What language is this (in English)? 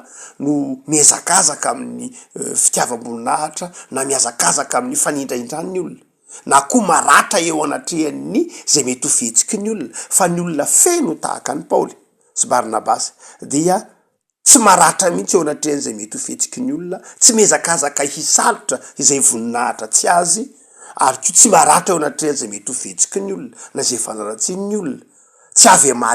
Malagasy